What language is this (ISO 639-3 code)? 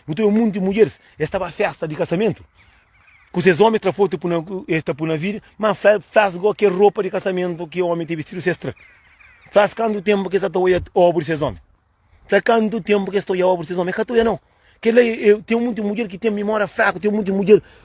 kea